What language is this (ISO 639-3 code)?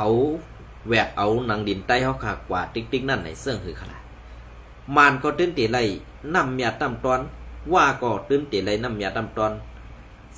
shn